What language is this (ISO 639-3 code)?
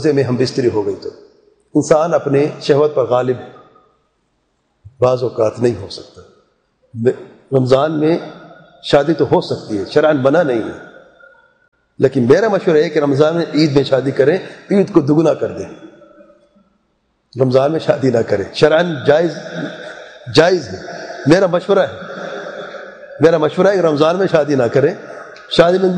urd